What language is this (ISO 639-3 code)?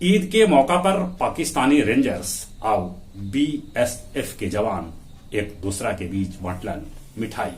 mag